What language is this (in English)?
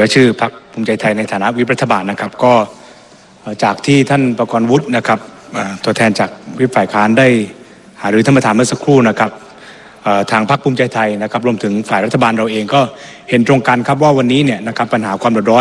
Thai